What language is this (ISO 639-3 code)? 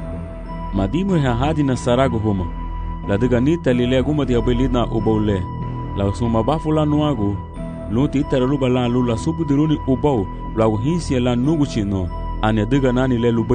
cab